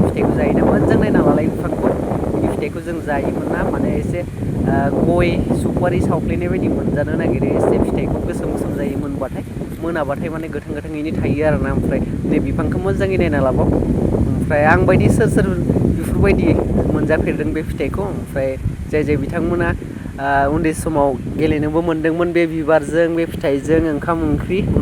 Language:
Bodo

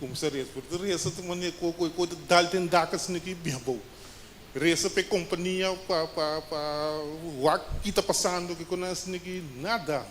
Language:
Papiamento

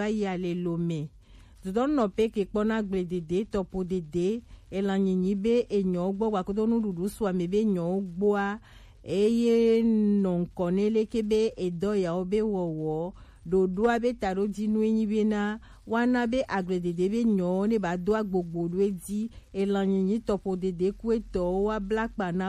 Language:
Gen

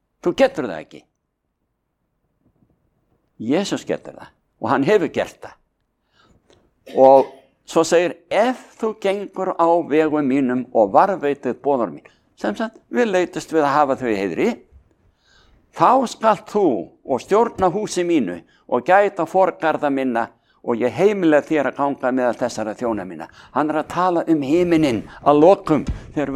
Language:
Icelandic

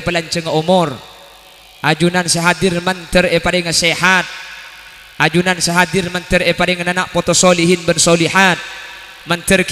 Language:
Madurese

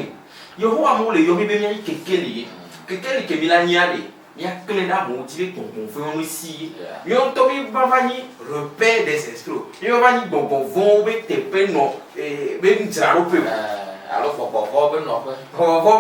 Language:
Ewe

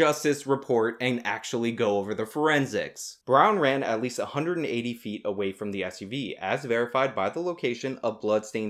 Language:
English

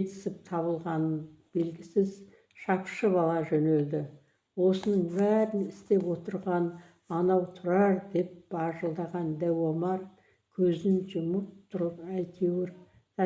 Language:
Kazakh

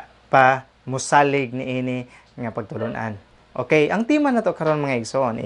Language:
Cebuano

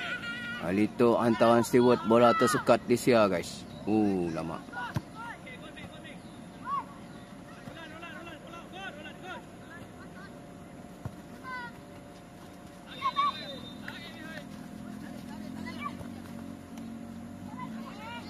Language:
Malay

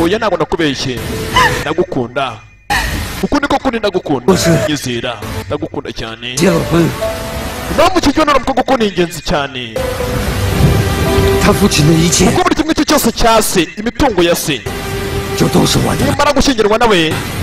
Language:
Kinyarwanda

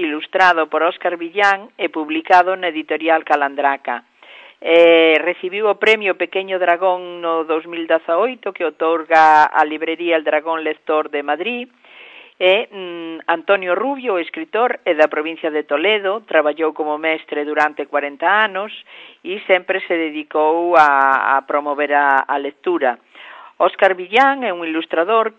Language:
Galician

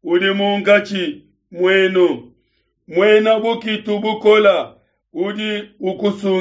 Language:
Luba-Lulua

